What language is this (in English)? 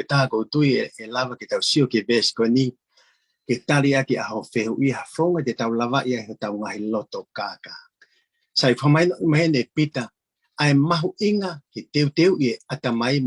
Tongan